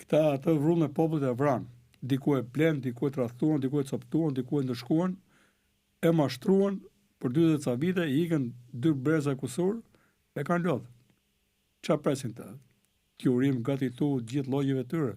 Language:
Albanian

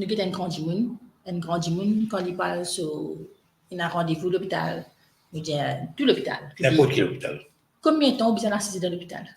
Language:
Morisyen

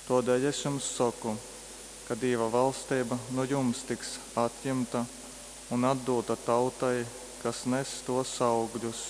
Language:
Latgalian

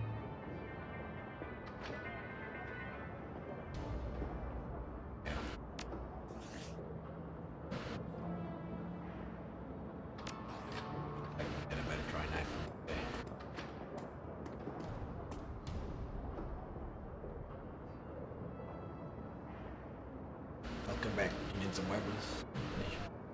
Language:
English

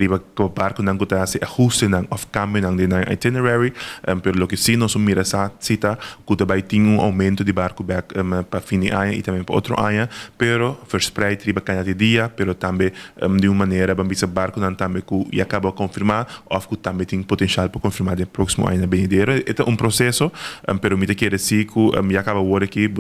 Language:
Papiamento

